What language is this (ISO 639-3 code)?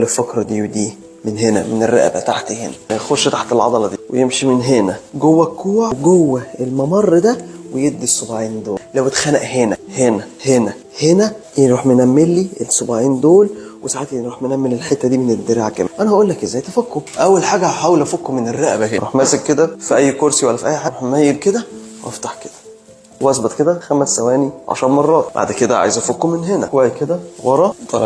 arz